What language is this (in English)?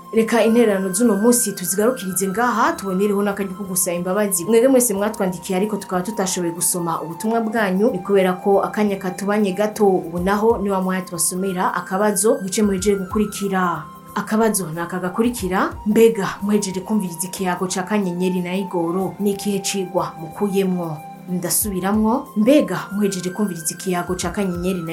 Rundi